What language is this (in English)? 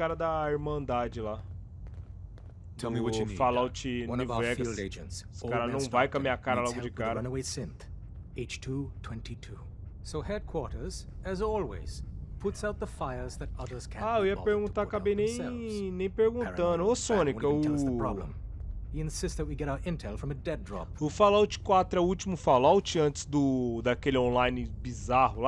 Portuguese